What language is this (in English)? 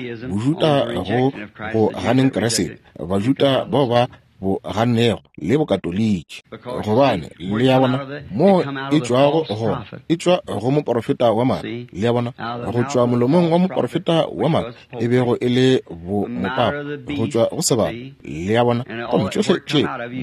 Northern Sotho